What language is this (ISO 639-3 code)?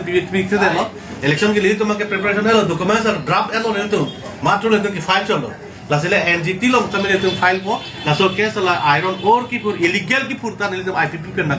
mjw